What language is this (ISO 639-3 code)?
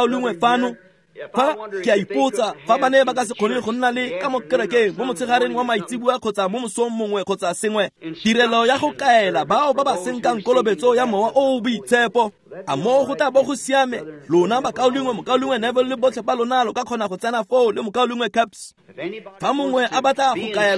tsn